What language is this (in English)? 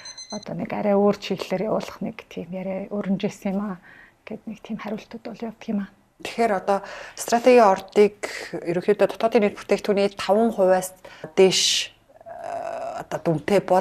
Mongolian